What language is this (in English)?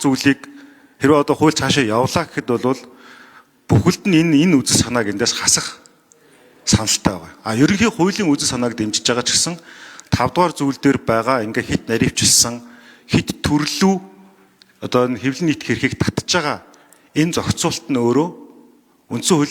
Mongolian